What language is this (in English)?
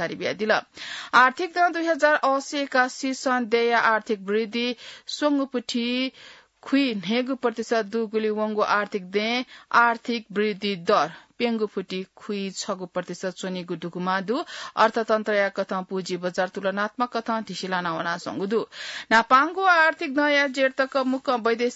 Newari